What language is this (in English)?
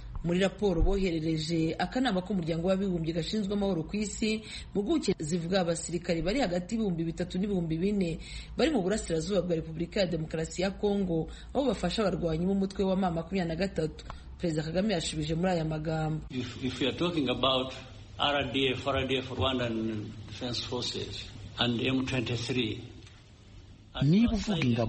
Kinyarwanda